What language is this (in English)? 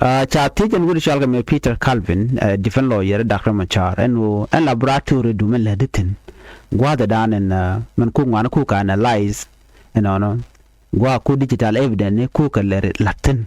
Nuer